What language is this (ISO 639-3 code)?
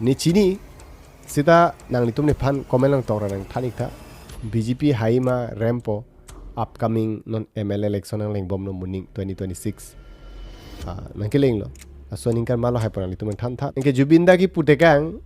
mjw